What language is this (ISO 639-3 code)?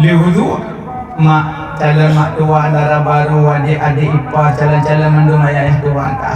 ace